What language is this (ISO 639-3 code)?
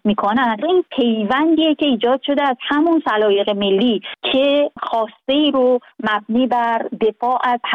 fas